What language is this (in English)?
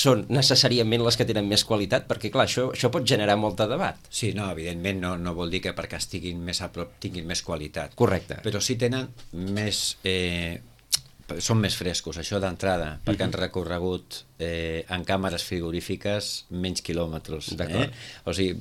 Catalan